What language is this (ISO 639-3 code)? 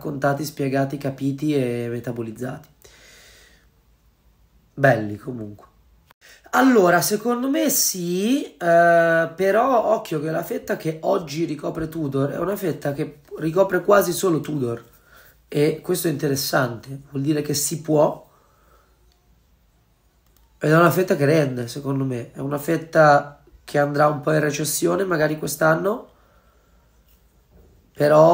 ita